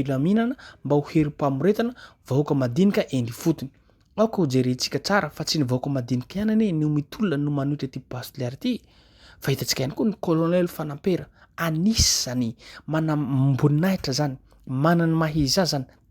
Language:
Malagasy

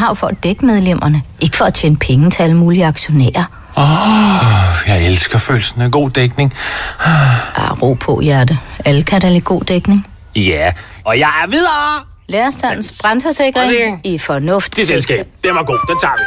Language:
Danish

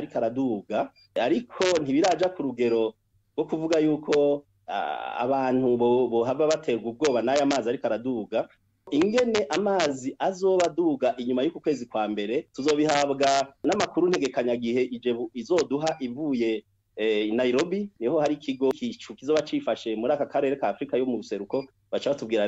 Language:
Rundi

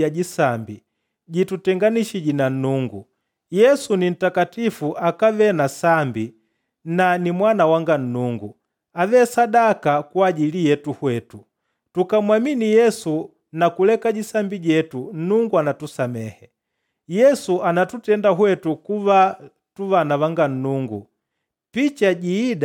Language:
Makonde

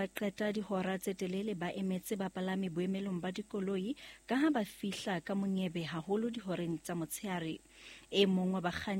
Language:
Southern Sotho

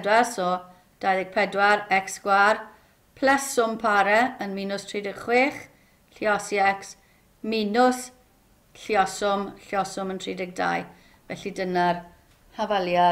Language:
Welsh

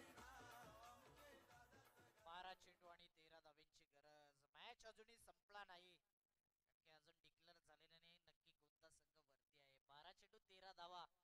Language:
Marathi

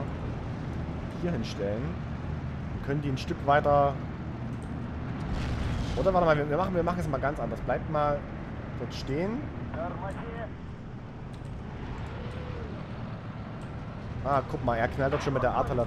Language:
German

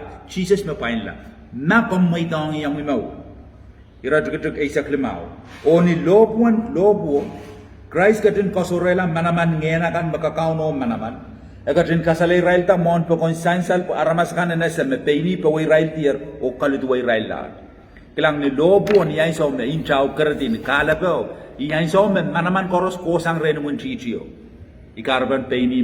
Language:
Pohnpeian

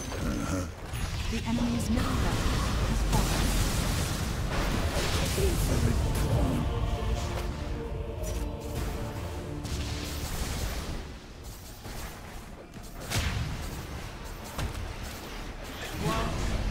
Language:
English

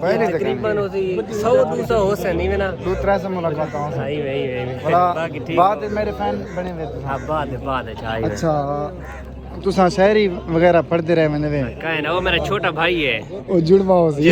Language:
Saraiki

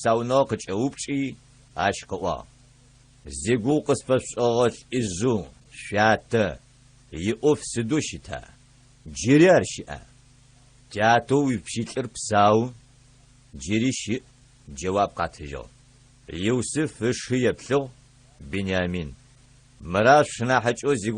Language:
Adyghe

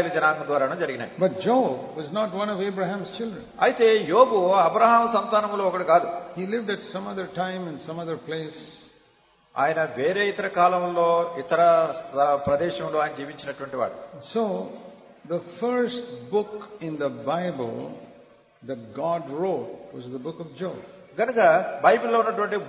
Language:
Telugu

